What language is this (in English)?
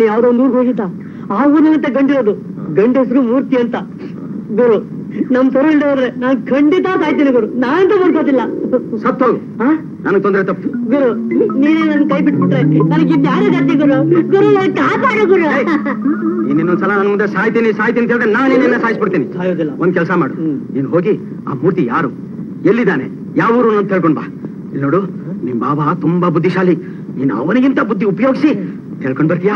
Kannada